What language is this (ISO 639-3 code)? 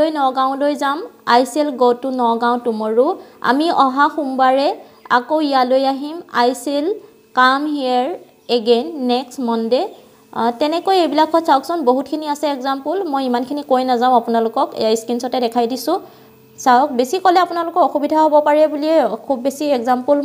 asm